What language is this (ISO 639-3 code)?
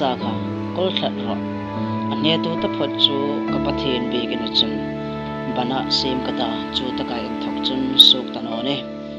hmr